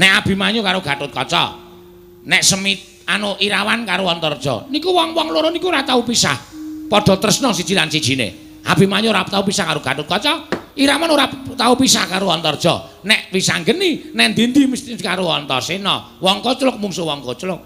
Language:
Javanese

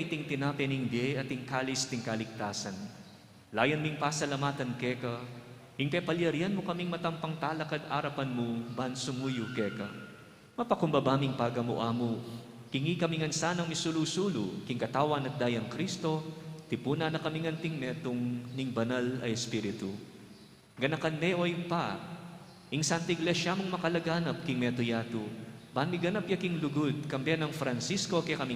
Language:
Pampanga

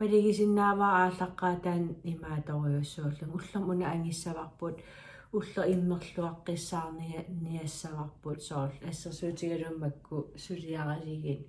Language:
Kalaallisut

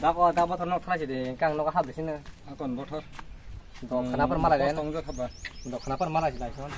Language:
Kok Borok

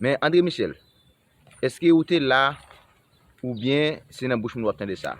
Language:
Haitian Creole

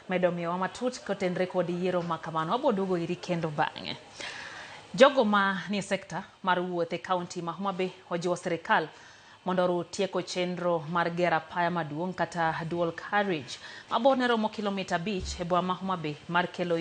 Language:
Luo (Kenya and Tanzania)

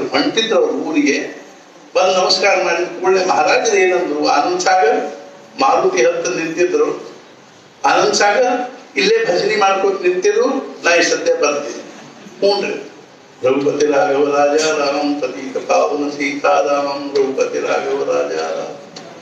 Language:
Kannada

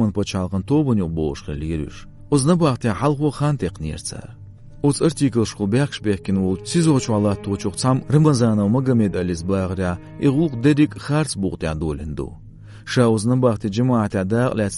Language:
Chechen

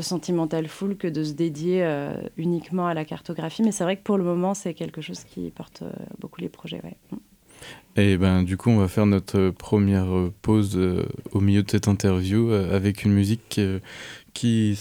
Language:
French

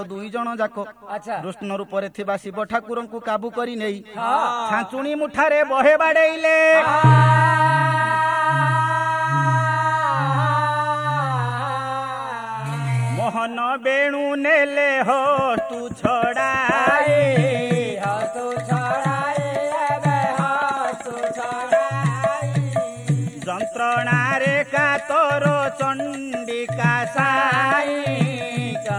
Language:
Odia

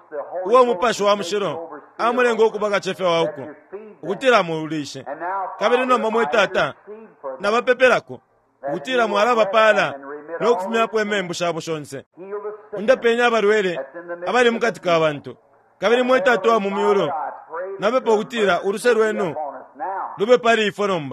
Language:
Bemba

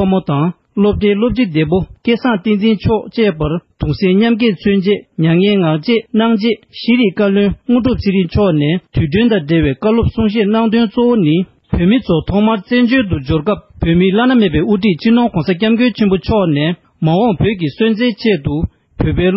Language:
Tibetan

